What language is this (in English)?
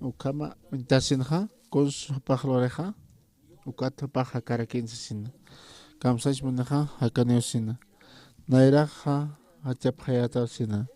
Aymara